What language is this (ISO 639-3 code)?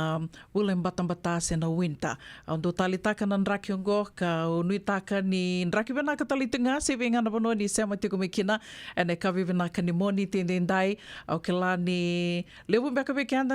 fij